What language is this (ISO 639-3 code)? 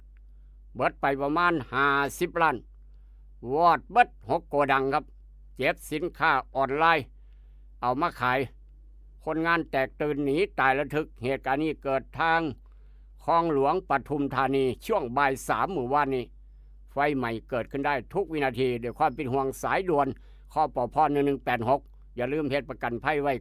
tts